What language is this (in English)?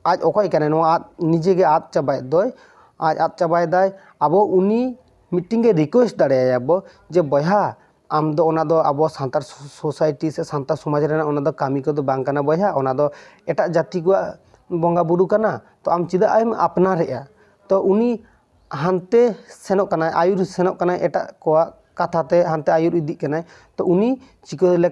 Santali